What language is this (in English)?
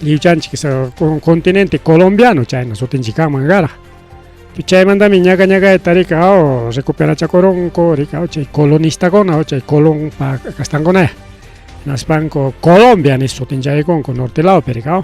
Ayacucho Quechua